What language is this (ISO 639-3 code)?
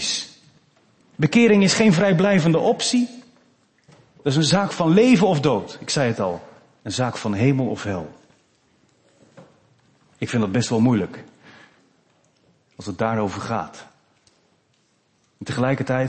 nld